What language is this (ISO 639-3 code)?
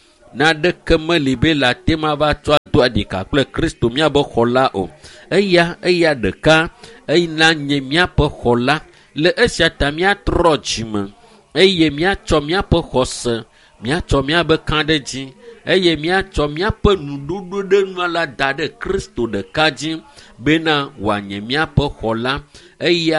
ewe